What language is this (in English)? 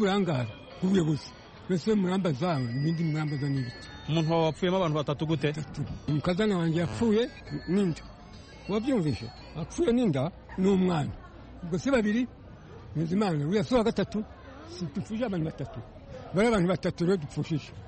Kinyarwanda